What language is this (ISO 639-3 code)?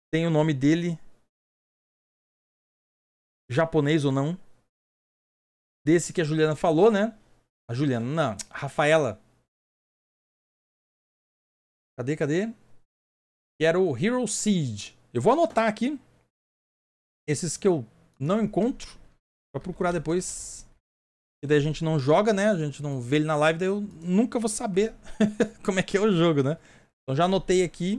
por